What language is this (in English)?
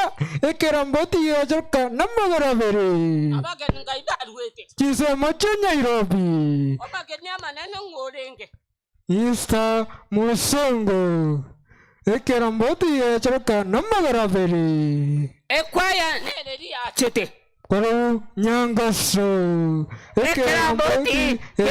Gusii